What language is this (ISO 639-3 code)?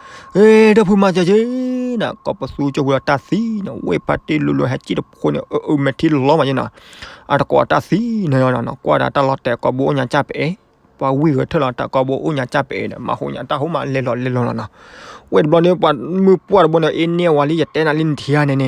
ksw